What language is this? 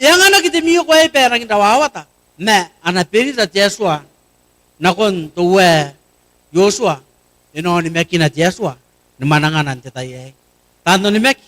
Gilbertese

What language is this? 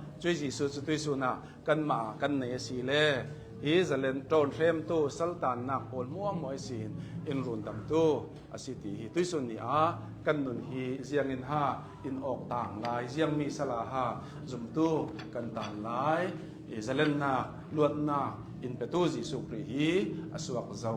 Hakha Chin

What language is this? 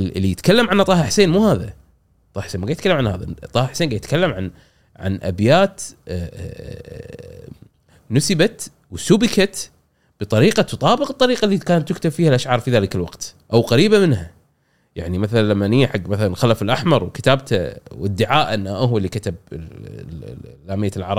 Gulf Arabic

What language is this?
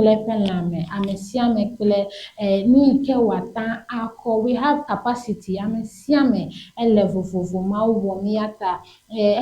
Ewe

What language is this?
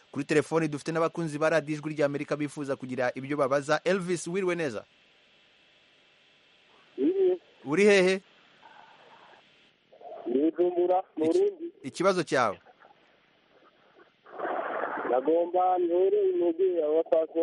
Kinyarwanda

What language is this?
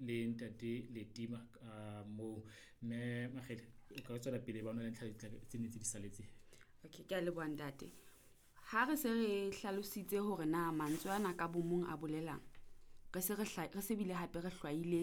Southern Sotho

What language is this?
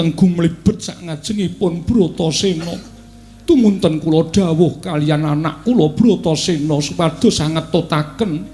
Javanese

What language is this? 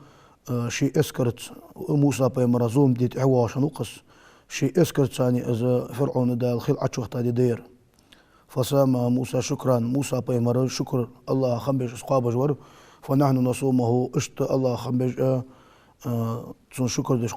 Ingush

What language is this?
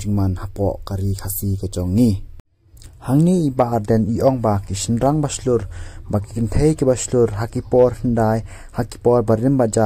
Khasi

